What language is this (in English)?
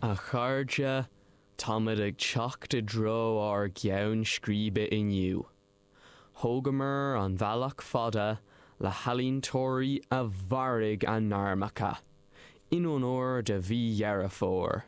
Irish